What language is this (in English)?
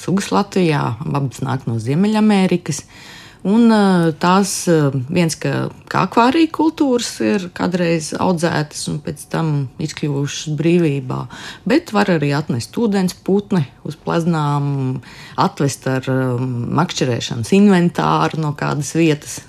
Latvian